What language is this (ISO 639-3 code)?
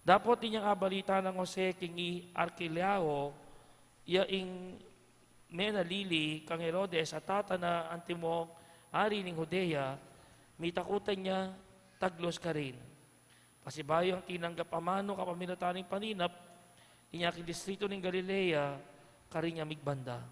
pam